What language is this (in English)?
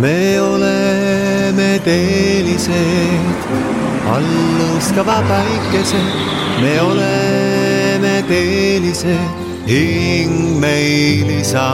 Estonian